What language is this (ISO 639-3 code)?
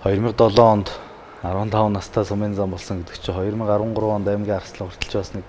mon